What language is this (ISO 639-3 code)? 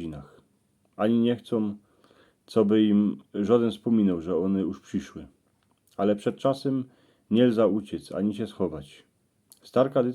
szl